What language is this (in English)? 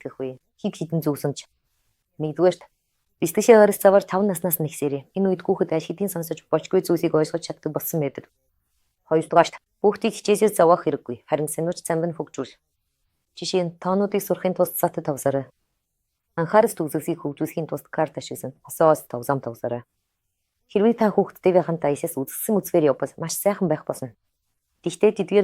Mongolian